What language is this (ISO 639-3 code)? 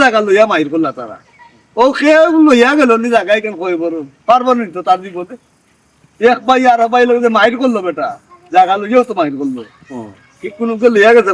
syl